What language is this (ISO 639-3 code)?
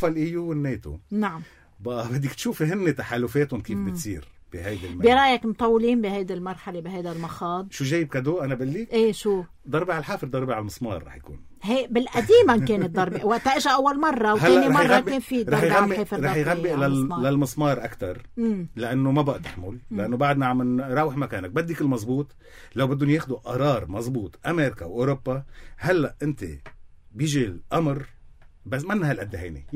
apc